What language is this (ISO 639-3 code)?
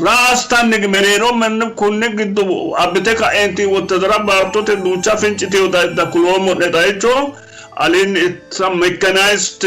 sid